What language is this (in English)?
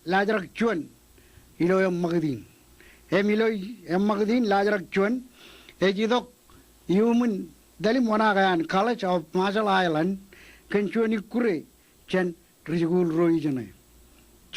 Marshallese